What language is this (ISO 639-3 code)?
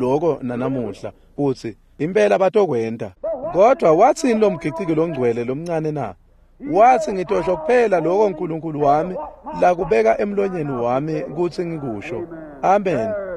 ssw